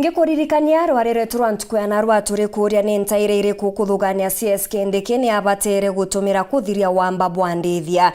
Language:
Meru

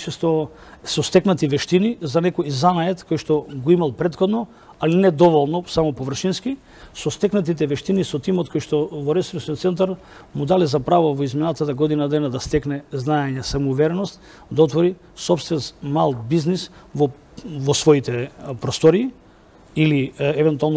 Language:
Macedonian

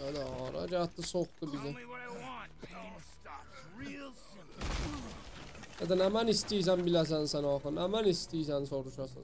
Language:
South Azerbaijani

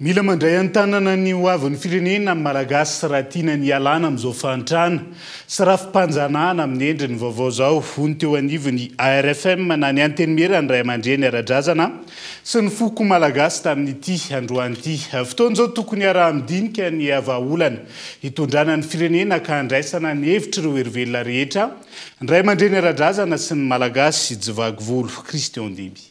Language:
Malagasy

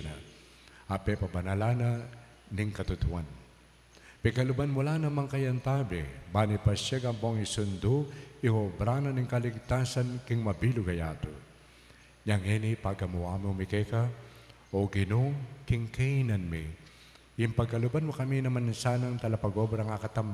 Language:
Pampanga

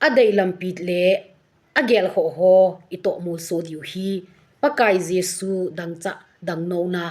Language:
Thado Chin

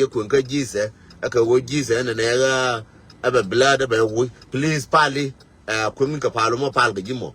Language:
Nuer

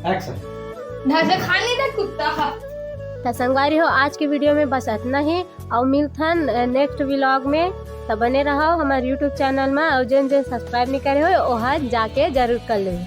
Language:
Chhattisgarhi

